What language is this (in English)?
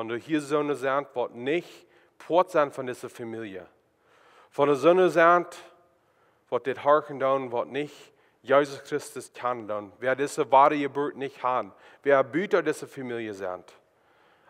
Plautdietsch